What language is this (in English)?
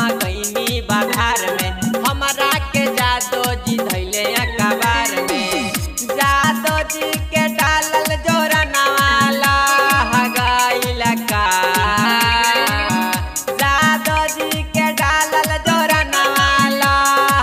Bhojpuri